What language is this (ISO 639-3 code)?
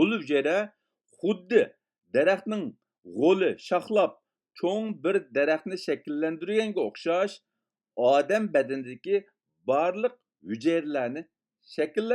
uig